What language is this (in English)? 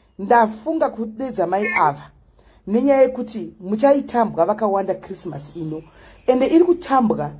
Shona